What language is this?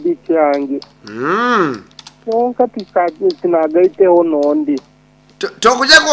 Nyankole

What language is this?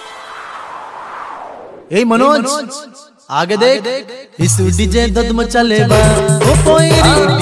Bhojpuri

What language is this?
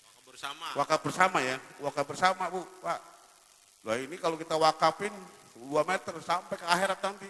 Betawi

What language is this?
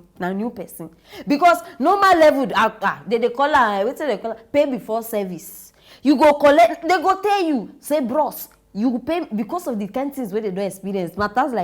Nigerian Pidgin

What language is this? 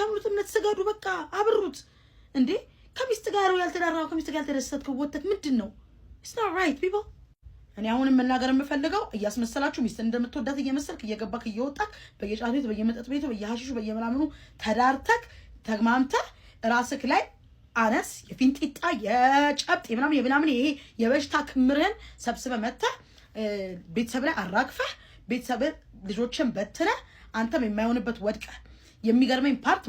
Amharic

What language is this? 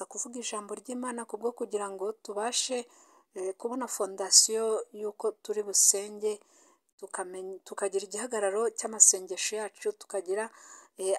Kinyarwanda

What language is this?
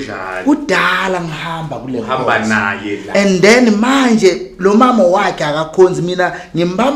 Zulu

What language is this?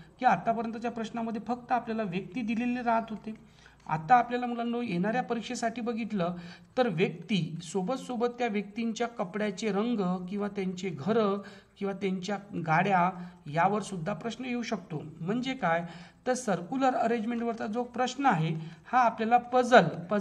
Marathi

